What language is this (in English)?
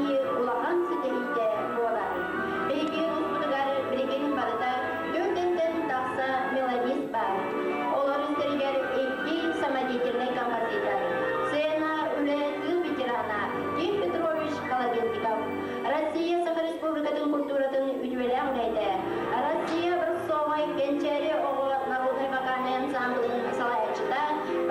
Yakut